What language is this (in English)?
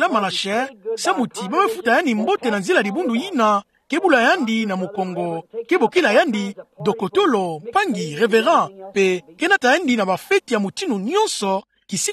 Kituba (Democratic Republic of Congo)